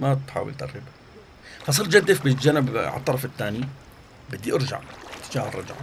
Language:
North Levantine Arabic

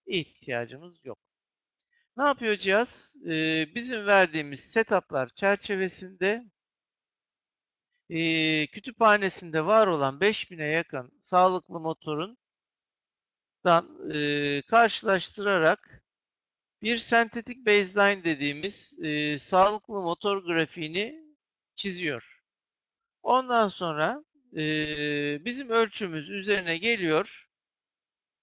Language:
Turkish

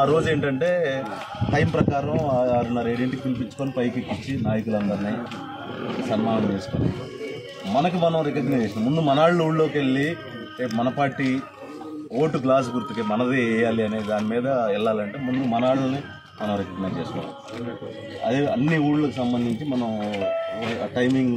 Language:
Telugu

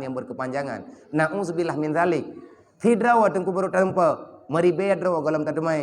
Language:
Achinese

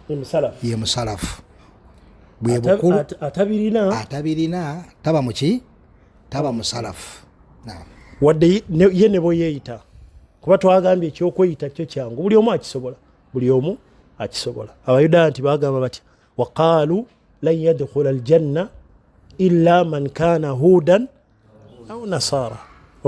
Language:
Ganda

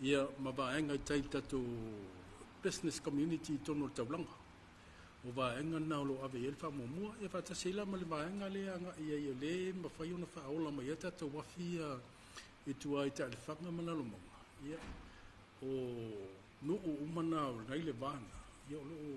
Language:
Samoan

